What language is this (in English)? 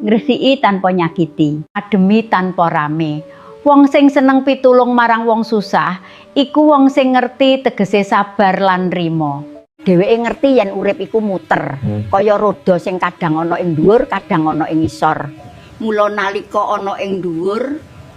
Javanese